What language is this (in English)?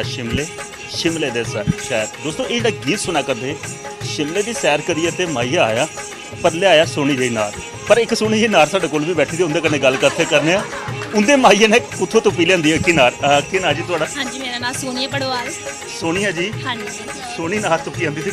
Dogri